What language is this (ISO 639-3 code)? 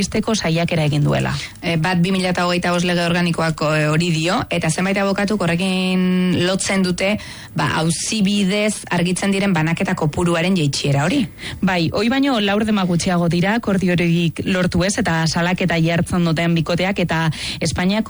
eus